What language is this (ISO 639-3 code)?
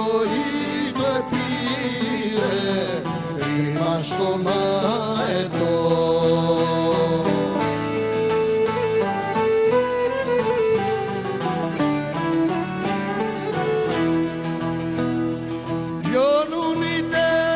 ell